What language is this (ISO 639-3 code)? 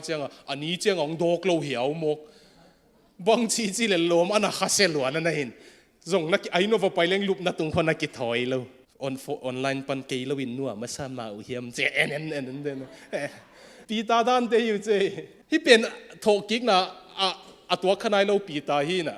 ctd